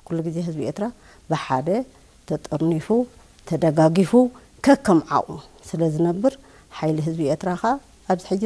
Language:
Tigrinya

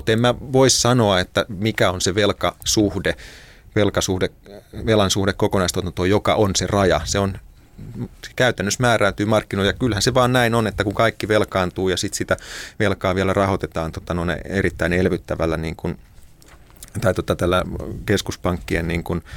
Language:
Finnish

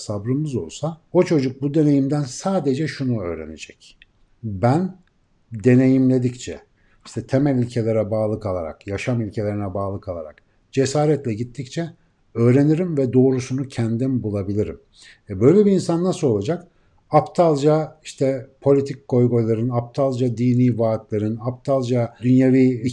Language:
Turkish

